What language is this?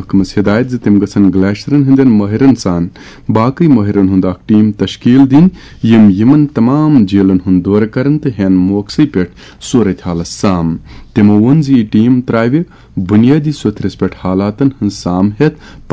Kashmiri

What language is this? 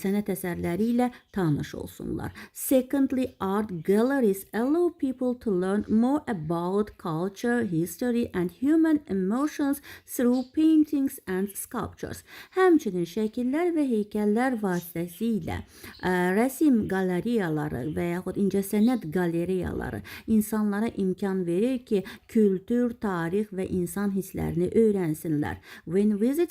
Azerbaijani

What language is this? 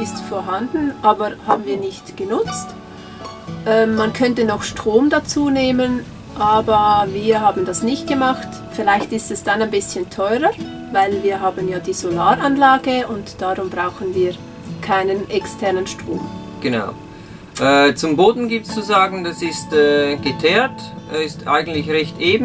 Swiss German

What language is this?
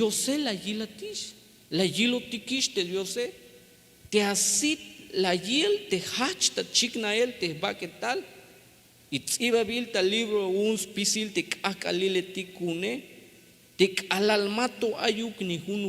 Tzeltal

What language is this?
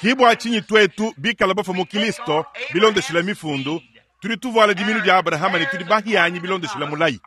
Luba-Lulua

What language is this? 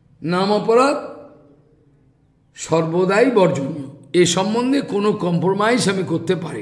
Bangla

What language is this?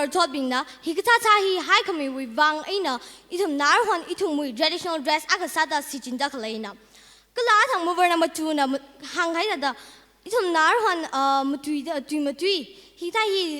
Tangkhul Naga (India)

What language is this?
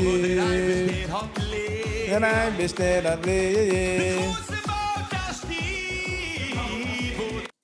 Yiddish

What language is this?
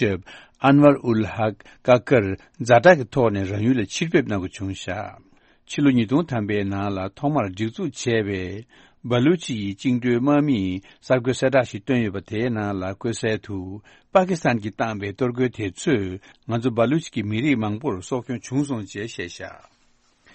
Tibetan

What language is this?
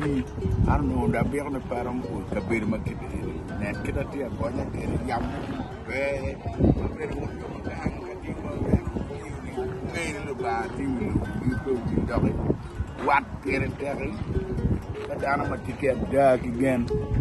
Acoli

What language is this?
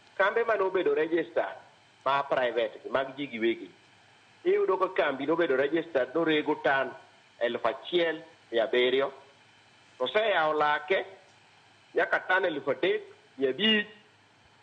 Luo (Kenya and Tanzania)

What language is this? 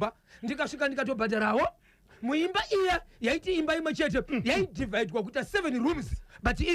Shona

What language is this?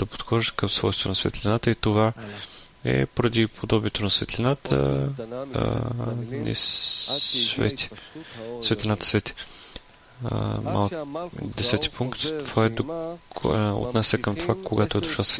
Bulgarian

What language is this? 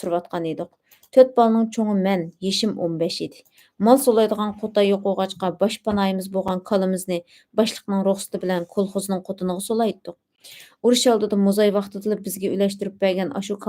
Uyghur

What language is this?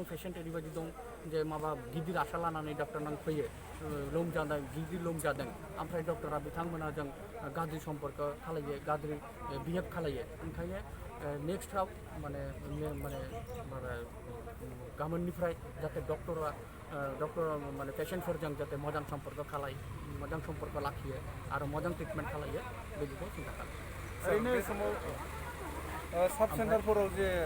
Bodo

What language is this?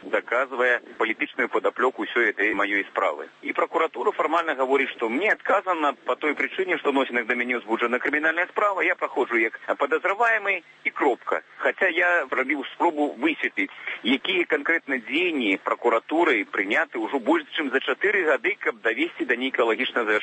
Belarusian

